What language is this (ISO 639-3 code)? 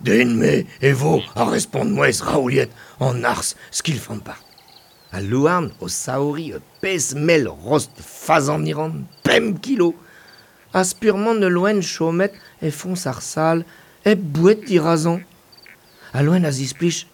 bre